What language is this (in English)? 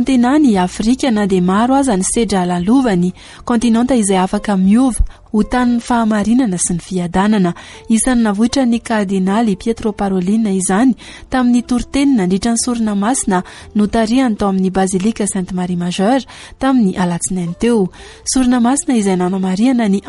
Malagasy